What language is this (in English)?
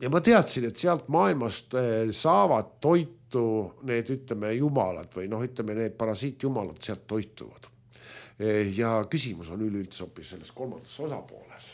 Estonian